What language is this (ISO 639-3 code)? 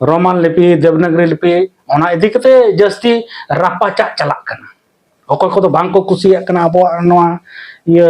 sat